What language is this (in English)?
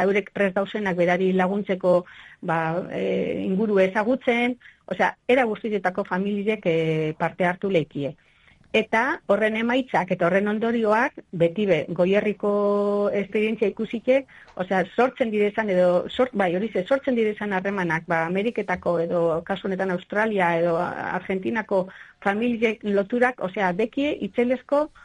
Basque